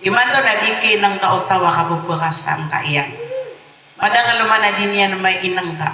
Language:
Maranao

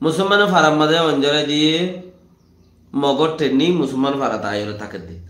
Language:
Rohingya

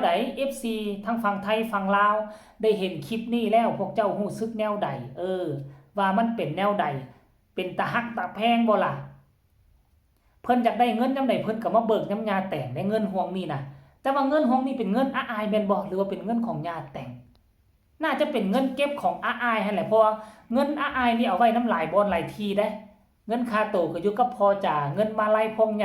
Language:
Northeastern Thai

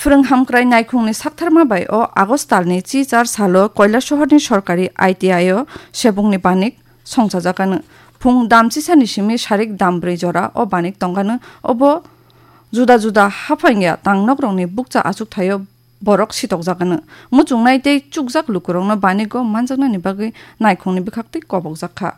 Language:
Kok Borok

